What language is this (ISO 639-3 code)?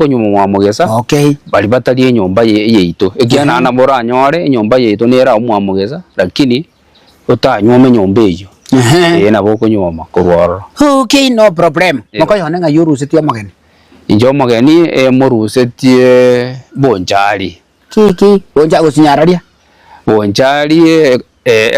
guz